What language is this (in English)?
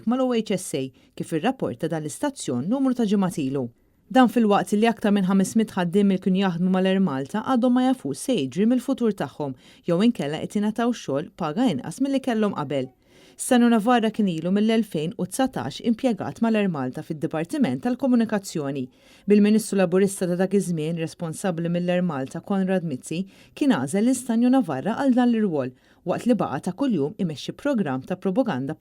Maltese